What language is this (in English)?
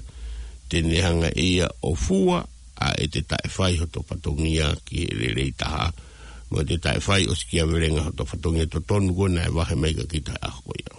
Tongan